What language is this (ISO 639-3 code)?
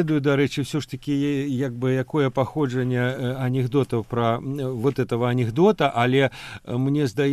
bel